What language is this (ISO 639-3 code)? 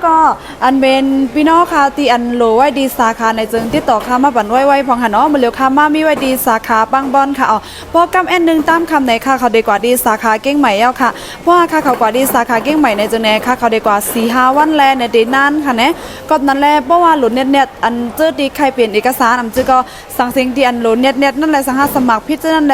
shn